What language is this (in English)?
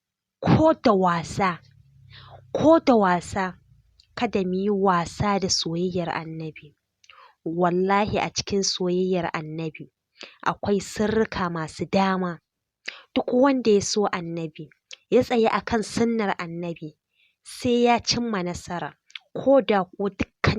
Hausa